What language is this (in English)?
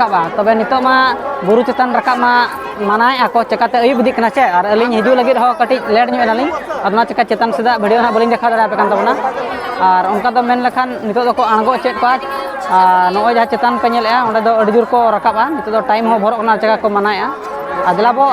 Santali